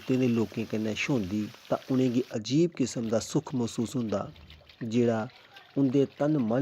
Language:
Dogri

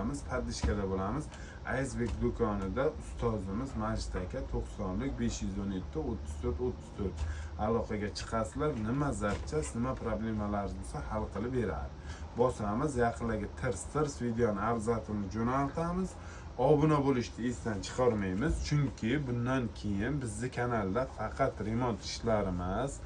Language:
Uzbek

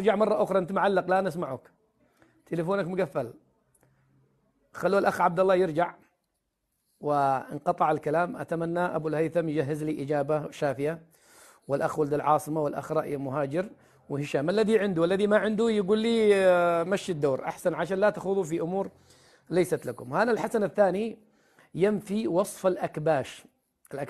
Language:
Arabic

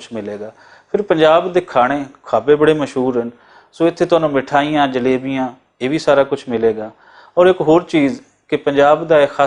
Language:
Western Panjabi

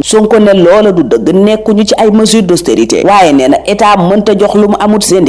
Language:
Wolof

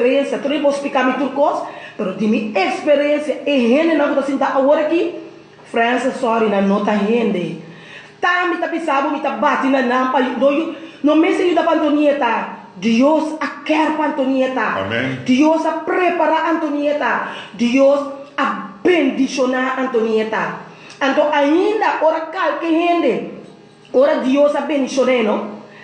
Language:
Papiamento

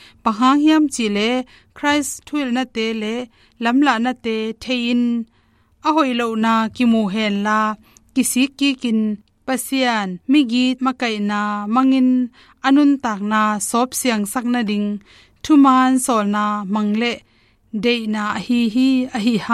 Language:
Tedim Chin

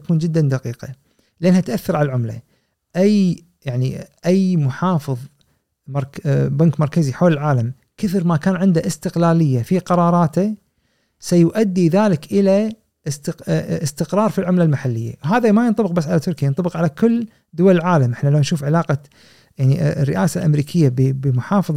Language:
Gulf Arabic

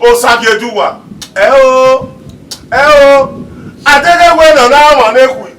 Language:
Bini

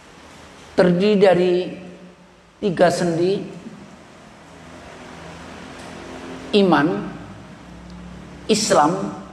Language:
Indonesian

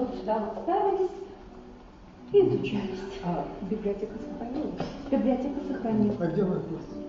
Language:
Russian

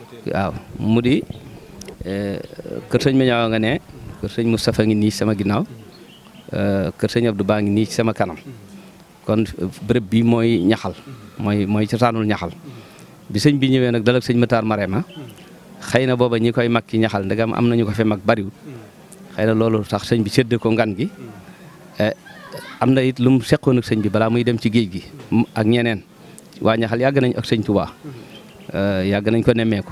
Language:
Wolof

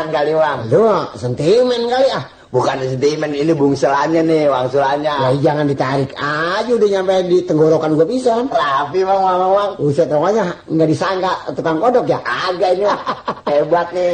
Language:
Betawi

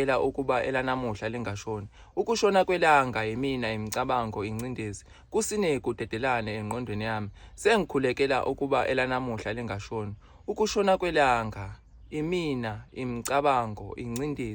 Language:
Zulu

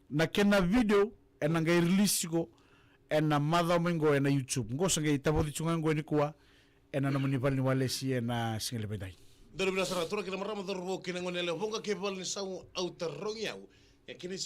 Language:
Fijian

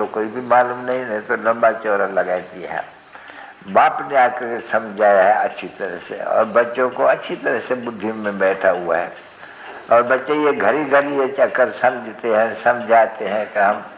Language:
Hindi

